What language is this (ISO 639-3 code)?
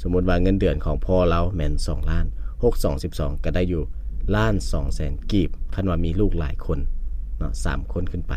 lao